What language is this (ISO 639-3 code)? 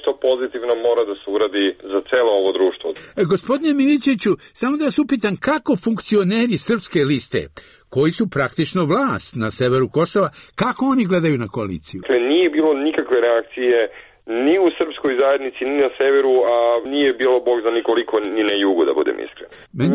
srp